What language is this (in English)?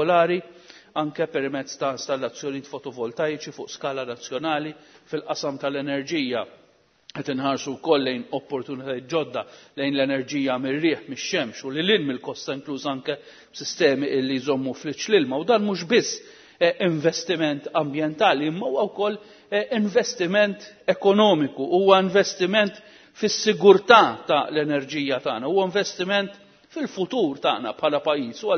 Maltese